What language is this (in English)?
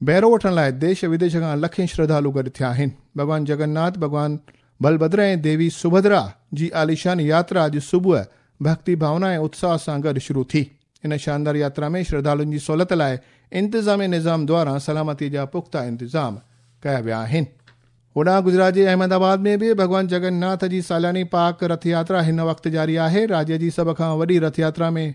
Sindhi